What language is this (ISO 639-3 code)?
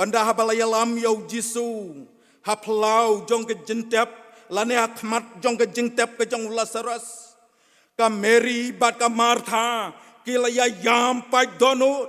kha